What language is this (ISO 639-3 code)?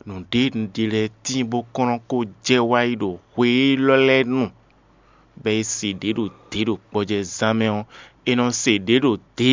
fon